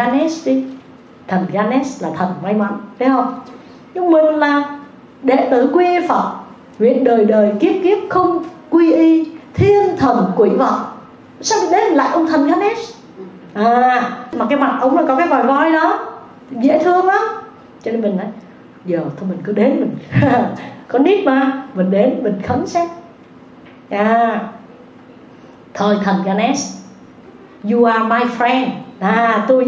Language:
Vietnamese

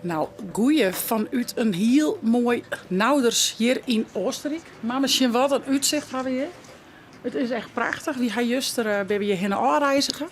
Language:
Western Frisian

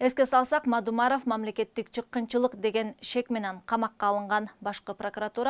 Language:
Kyrgyz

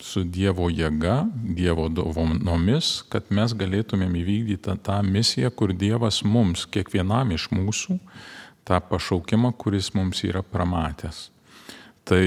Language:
Lithuanian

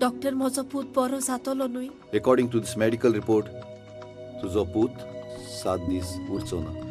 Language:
Konkani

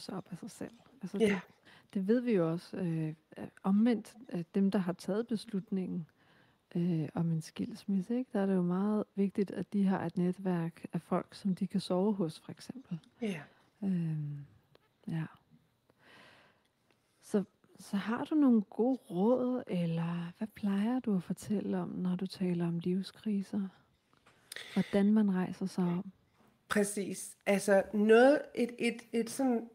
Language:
Danish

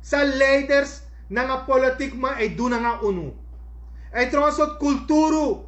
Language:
Sranan Tongo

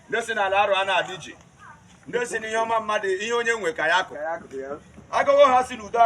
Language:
Igbo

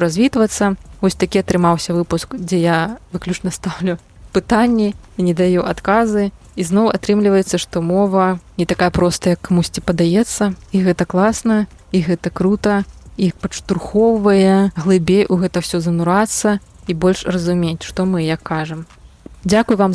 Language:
Belarusian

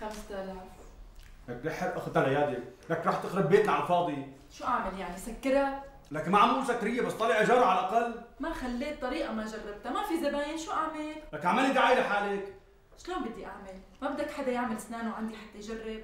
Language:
North Levantine Arabic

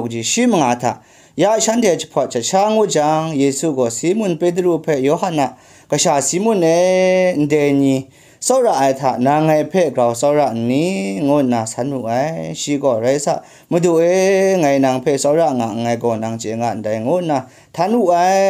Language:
Kachin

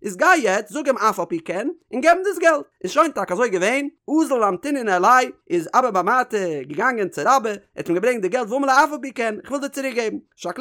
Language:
Yiddish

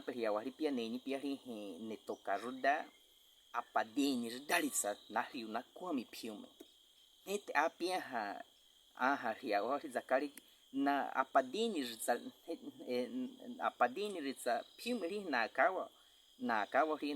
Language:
Baniwa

